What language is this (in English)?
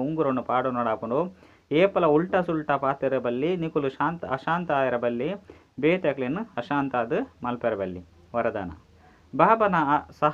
Tulu